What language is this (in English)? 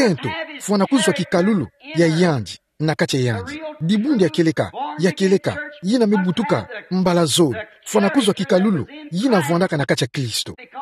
Kituba (Democratic Republic of Congo)